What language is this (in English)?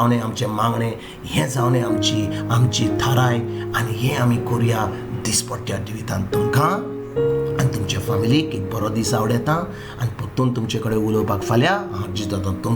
Konkani